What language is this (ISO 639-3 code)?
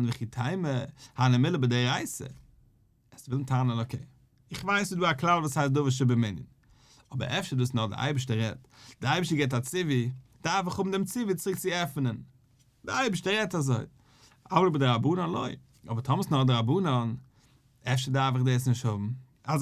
yid